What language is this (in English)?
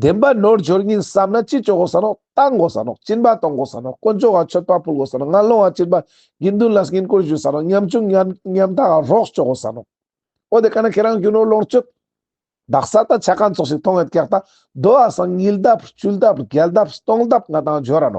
Ladakhi